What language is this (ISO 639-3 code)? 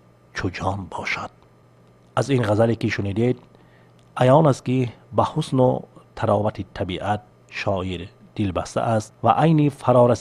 tgk